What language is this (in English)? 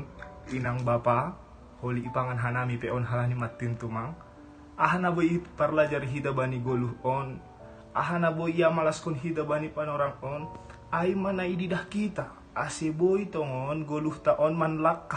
Batak Simalungun